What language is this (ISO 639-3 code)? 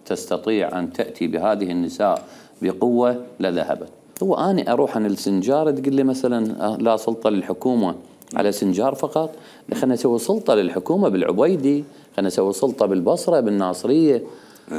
acm